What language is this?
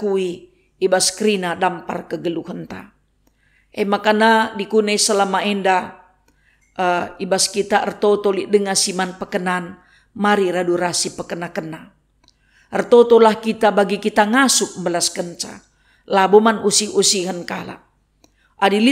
Batak Karo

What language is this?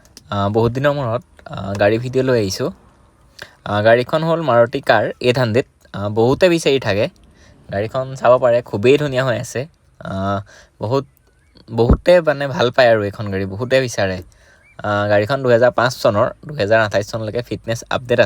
Assamese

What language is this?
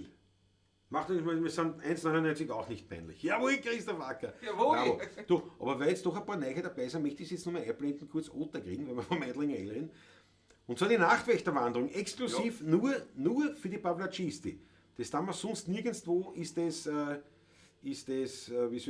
Bavarian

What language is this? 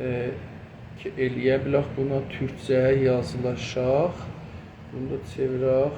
South Azerbaijani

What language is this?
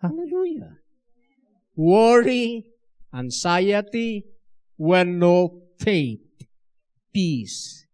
Iloko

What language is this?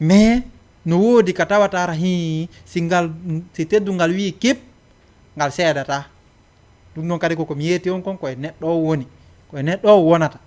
Fula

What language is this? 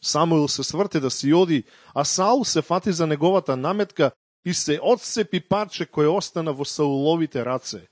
Macedonian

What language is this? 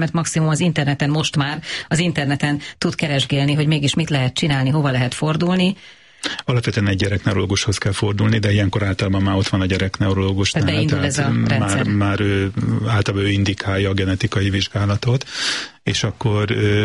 Hungarian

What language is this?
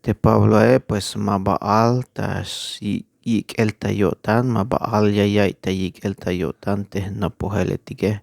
Tzeltal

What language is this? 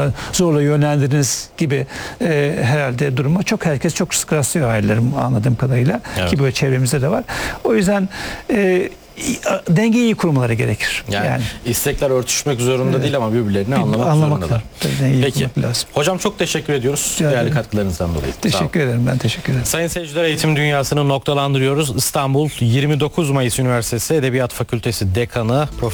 Turkish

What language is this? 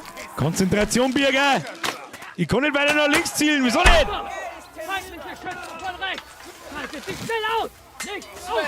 Bavarian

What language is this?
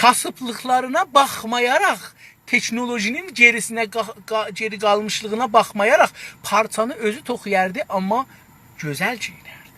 South Azerbaijani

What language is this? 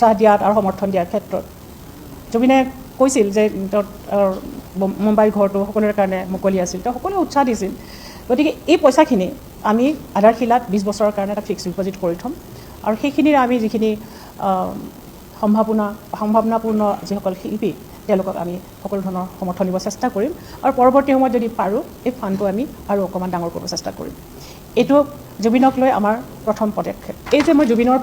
Assamese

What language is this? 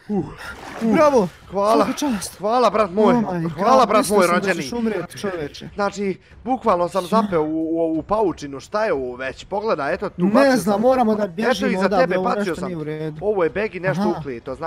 Bosnian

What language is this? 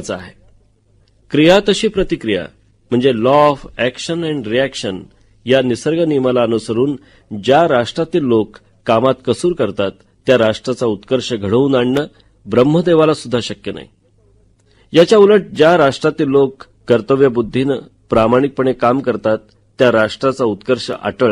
Marathi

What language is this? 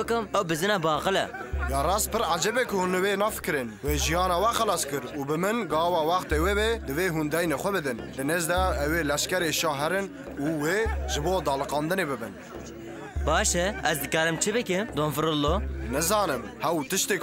Kurdish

